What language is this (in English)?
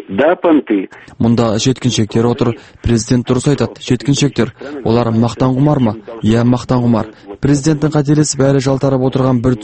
Kazakh